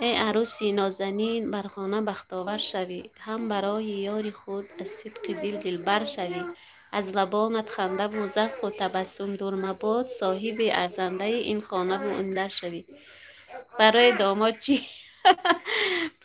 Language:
Tajik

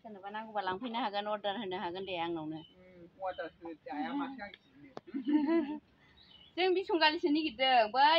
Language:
Bodo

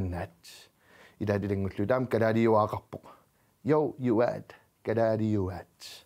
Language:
Kalaallisut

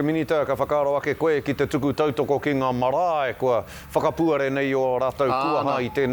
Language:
Māori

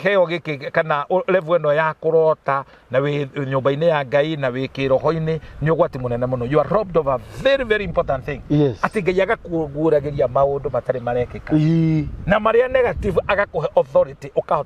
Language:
Kikuyu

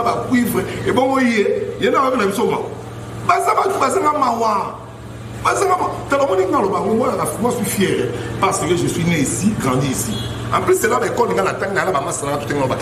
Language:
Lingala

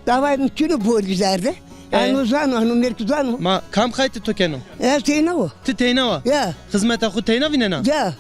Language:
Zaza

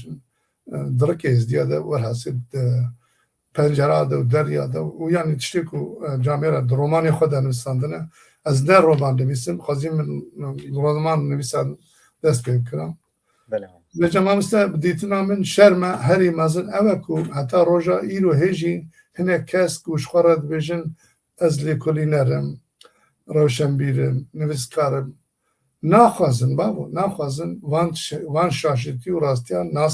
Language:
Kurdish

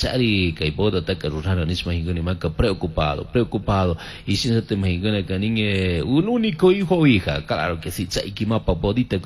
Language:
Chimborazo Highland Quichua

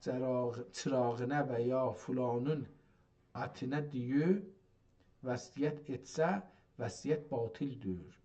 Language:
South Azerbaijani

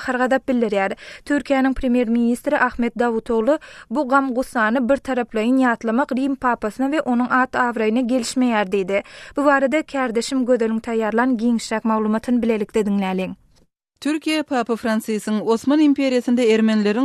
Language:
Turkmen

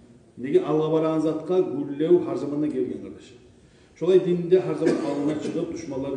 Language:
Kumyk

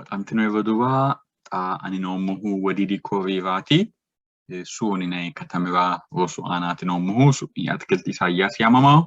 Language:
Sidamo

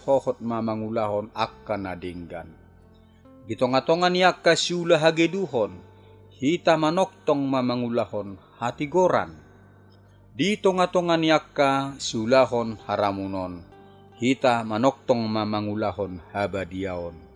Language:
Batak Toba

